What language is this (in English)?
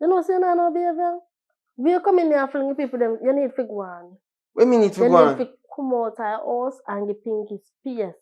Jamaican Creole English